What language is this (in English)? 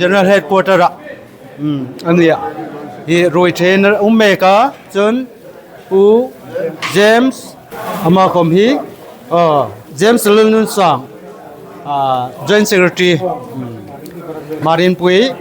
Hmar